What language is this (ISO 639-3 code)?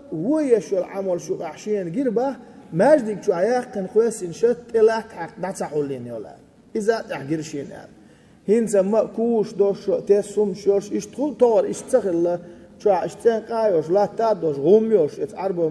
che